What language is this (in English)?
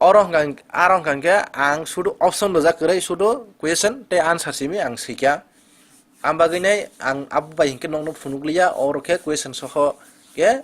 Kok Borok